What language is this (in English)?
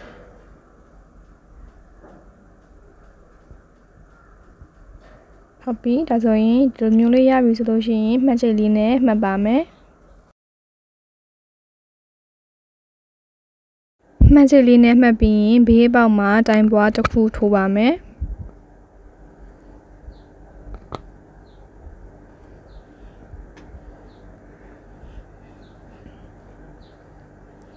Burmese